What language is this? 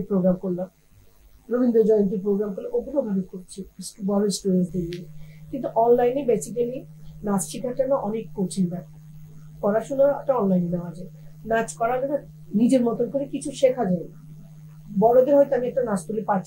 Bangla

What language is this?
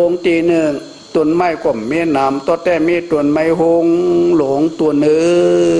Shan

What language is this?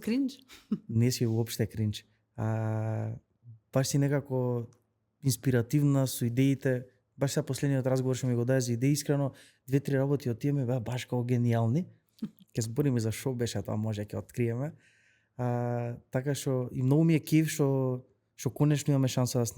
Macedonian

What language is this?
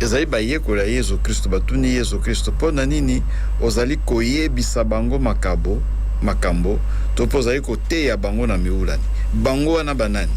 Lingala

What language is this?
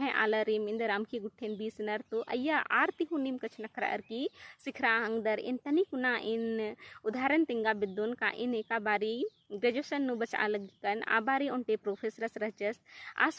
Kurukh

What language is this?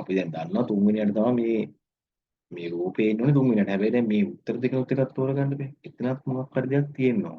Sinhala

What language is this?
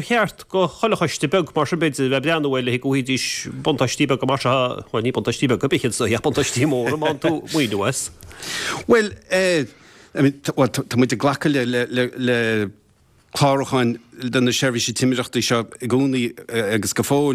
Irish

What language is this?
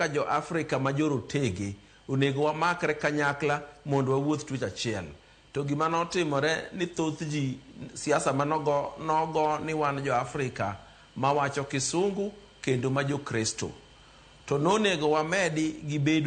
Luo (Kenya and Tanzania)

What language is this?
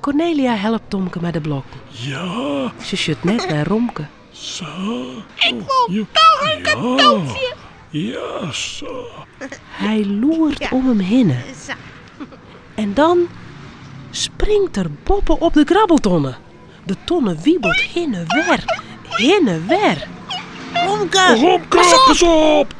Western Frisian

